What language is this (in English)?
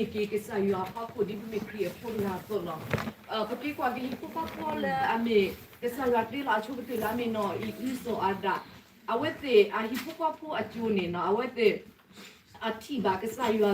S'gaw Karen